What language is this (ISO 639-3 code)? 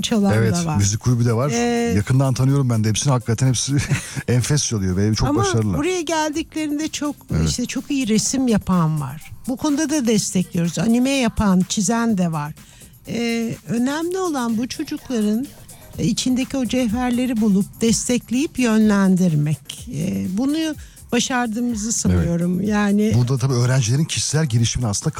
tur